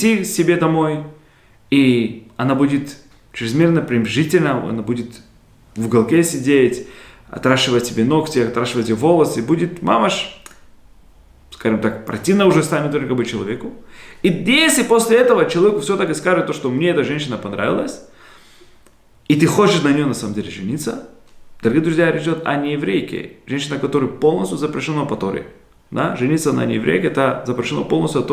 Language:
Russian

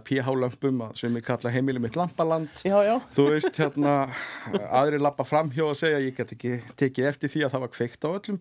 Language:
Icelandic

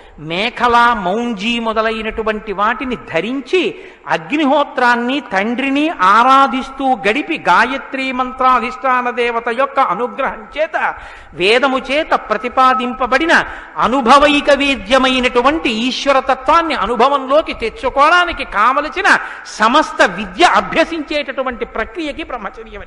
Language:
Telugu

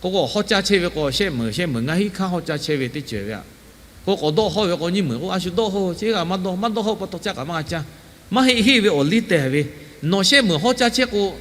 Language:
Lahu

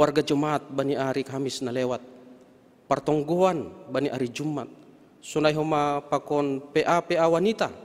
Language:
Batak Simalungun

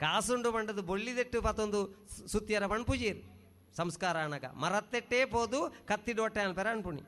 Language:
Tulu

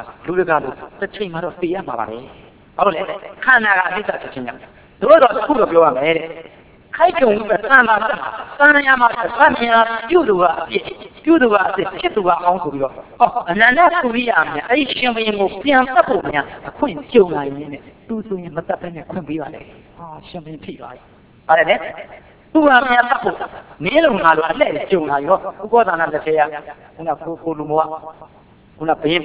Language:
Burmese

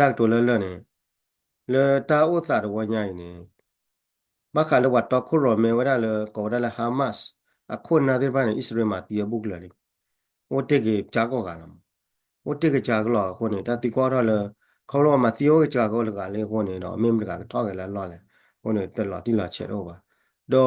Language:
S'gaw Karen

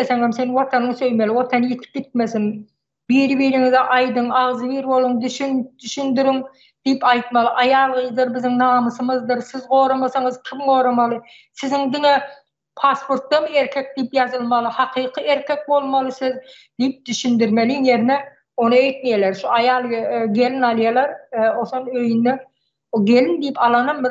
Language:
Turkmen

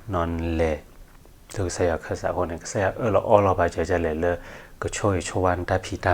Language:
S'gaw Karen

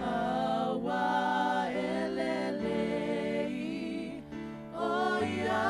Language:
Samoan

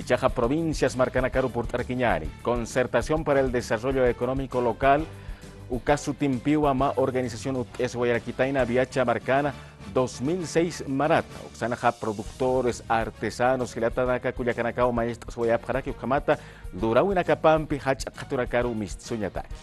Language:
Aymara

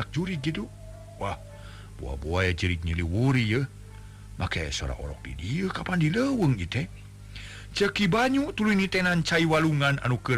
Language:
Sundanese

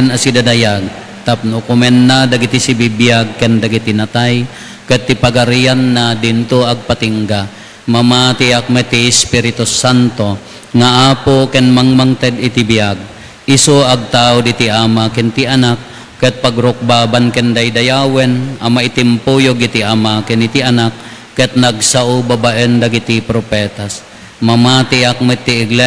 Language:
Iloko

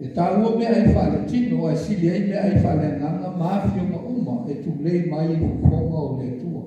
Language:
Samoan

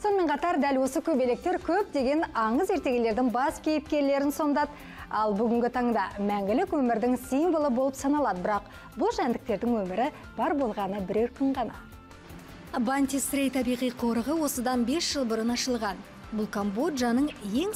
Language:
Kazakh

